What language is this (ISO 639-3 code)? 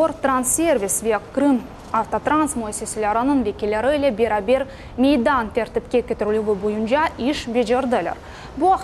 crh